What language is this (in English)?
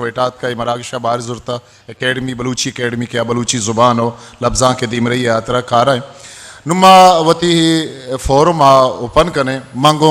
Eastern Balochi